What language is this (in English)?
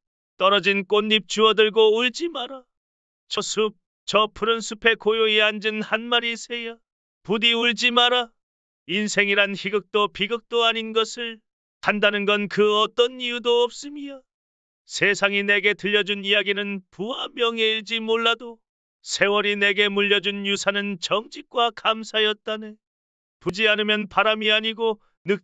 Korean